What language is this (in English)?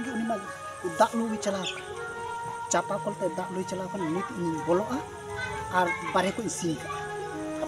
Santali